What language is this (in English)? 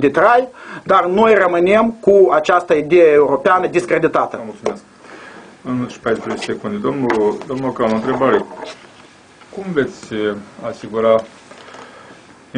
Romanian